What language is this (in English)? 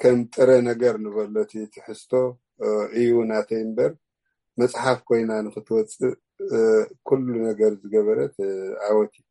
Tigrinya